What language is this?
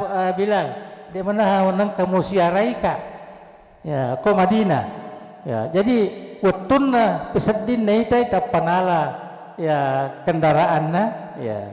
Buginese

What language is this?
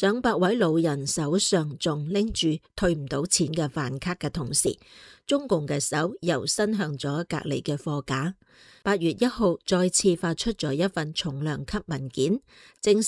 Cantonese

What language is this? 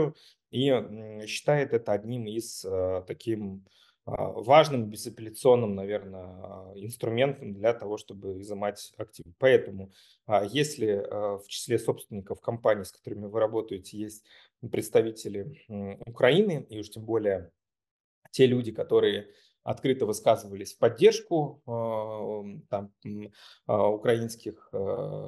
Russian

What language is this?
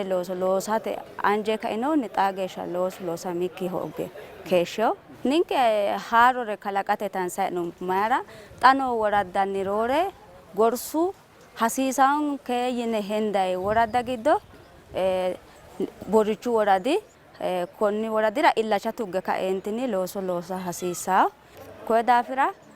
Sidamo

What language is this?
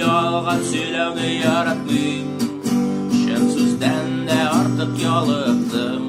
Tatar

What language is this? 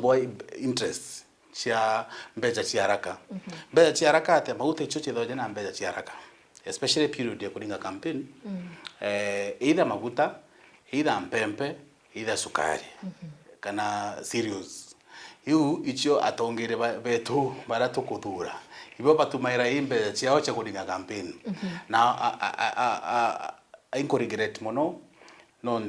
Meru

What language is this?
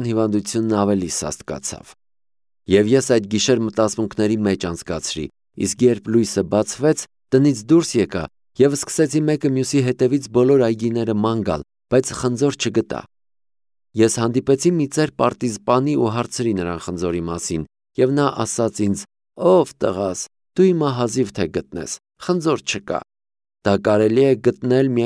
Armenian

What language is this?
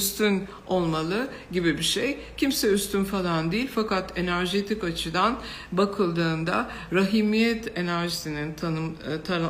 Turkish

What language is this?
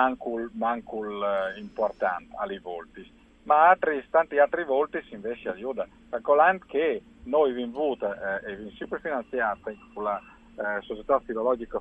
Friulian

